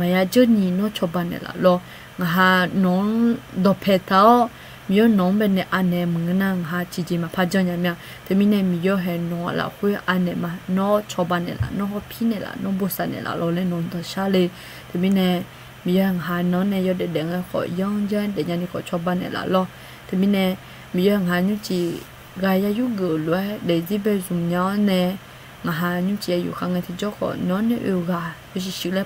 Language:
Akha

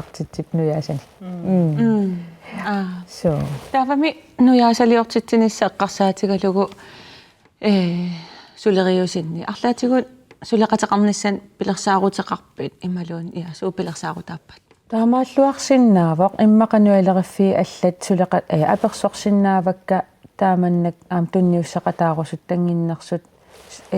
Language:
Kalaallisut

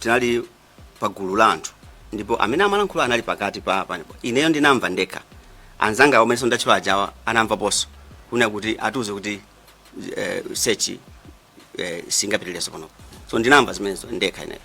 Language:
Nyanja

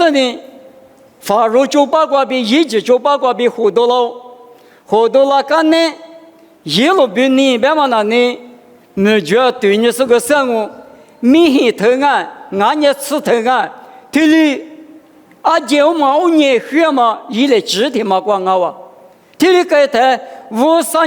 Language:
Lisu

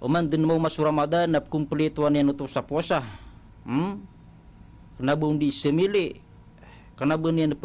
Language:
Maranao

